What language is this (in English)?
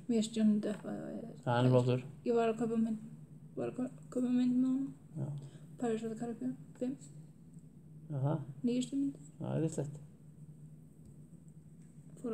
Icelandic